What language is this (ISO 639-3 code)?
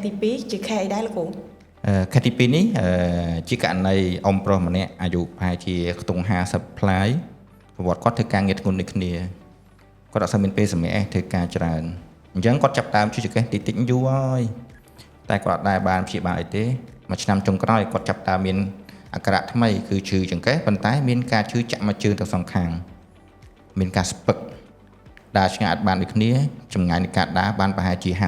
khm